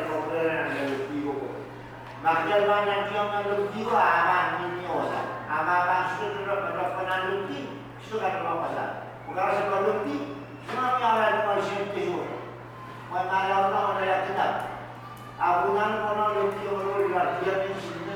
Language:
Pohnpeian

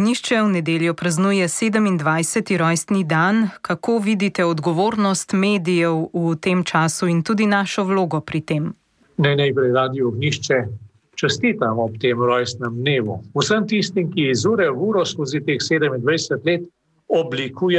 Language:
Slovenian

